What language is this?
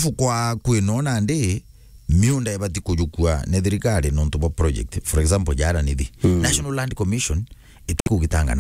Meru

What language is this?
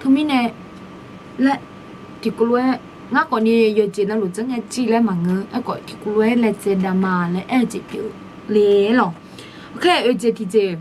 Akha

